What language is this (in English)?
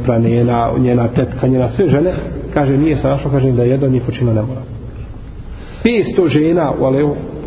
Bosnian